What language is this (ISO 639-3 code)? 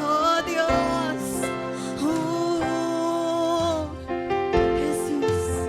war